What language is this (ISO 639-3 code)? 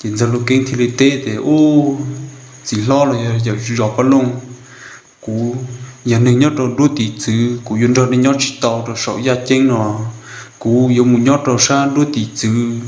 hmn